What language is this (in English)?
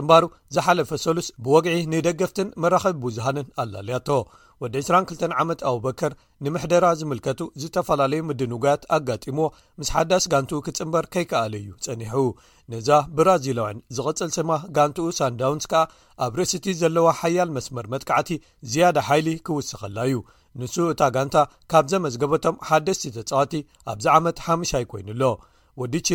Tigrinya